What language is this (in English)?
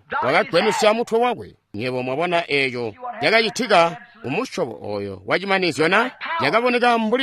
Tonga (Zambia)